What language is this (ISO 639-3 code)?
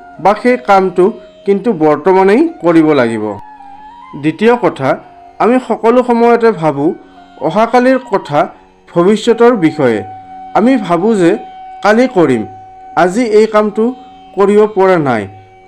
asm